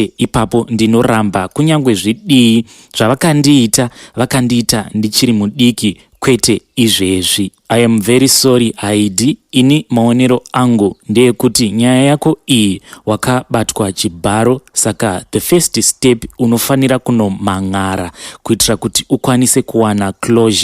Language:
Shona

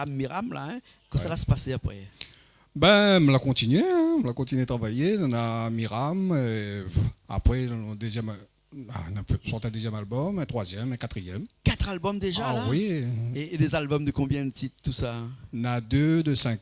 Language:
Réunion Creole French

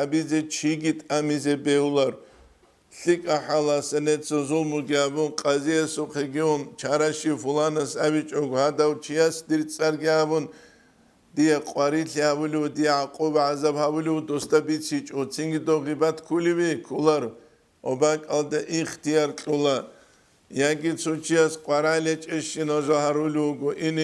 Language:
Avaric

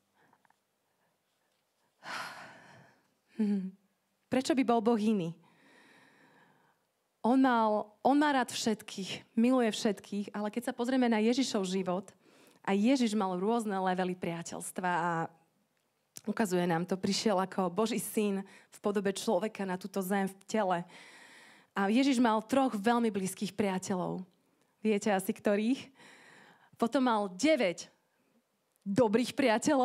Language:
Slovak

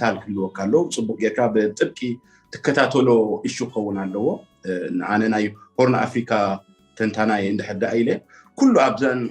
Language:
Tigrinya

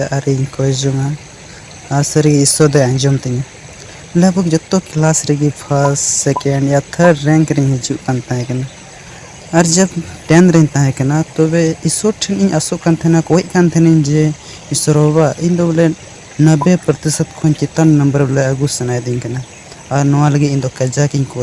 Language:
Santali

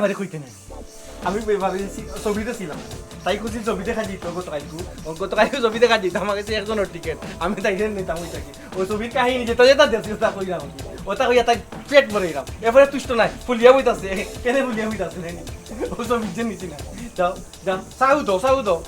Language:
Sylheti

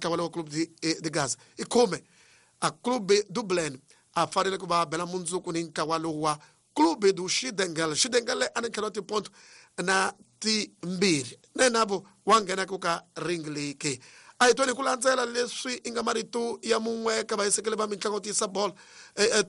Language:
Tsonga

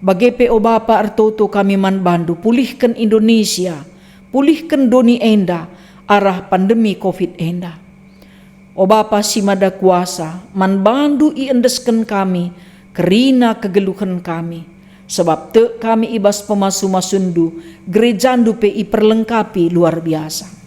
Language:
Batak Karo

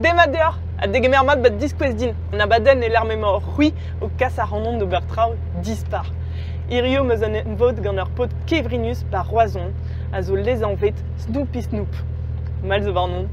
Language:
Breton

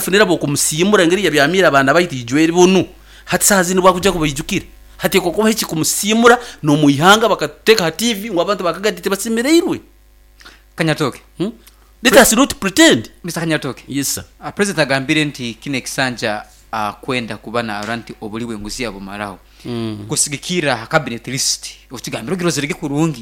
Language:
Nyoro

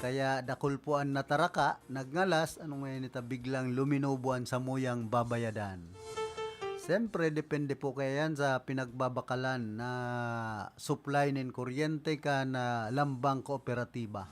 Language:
Bikol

